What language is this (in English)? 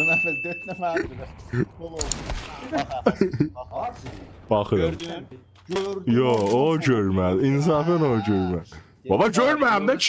South Azerbaijani